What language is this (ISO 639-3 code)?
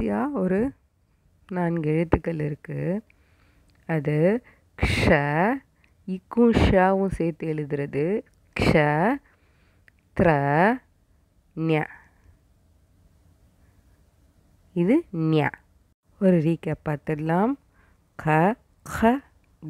tam